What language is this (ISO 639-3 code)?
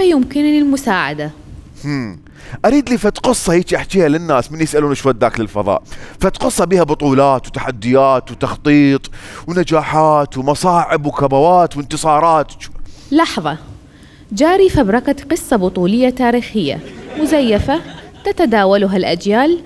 acm